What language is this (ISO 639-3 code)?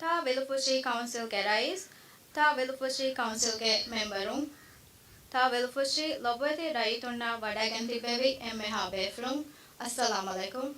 div